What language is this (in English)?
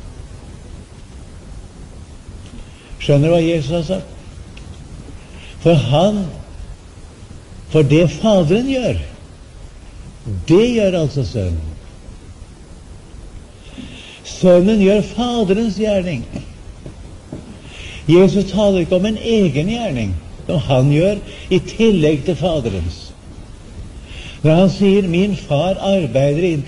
Norwegian